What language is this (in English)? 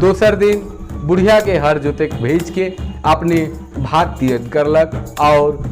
Sadri